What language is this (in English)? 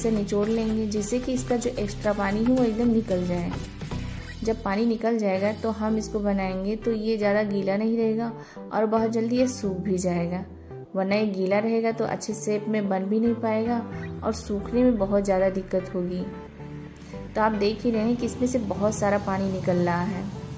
Hindi